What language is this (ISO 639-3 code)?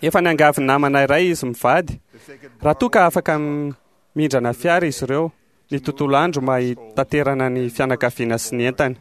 mlg